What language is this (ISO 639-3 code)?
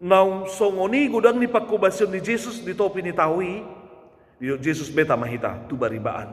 bbc